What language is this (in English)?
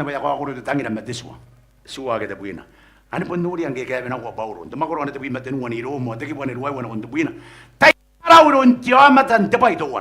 Gilbertese